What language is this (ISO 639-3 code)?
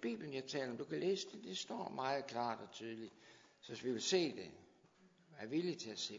dan